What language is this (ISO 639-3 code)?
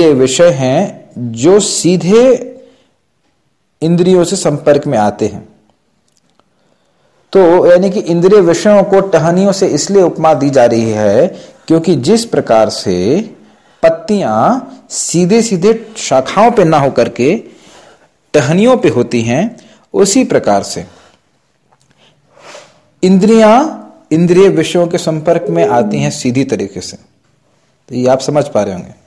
hin